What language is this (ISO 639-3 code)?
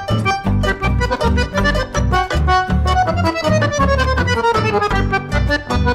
grn